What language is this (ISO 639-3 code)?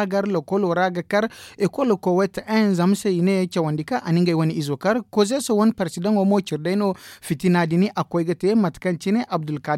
dje